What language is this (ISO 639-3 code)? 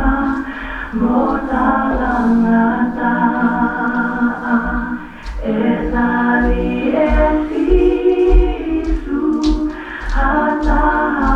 ton